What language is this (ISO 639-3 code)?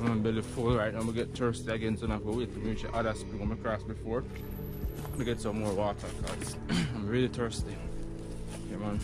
jam